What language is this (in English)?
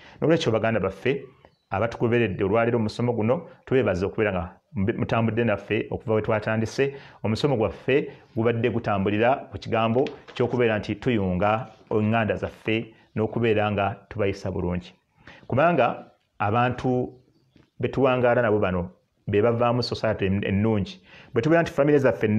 Ganda